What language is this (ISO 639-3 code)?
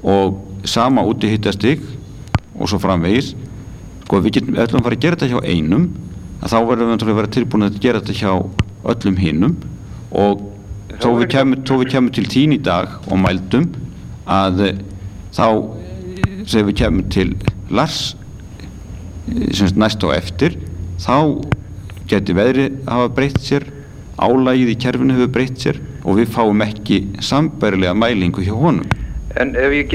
isl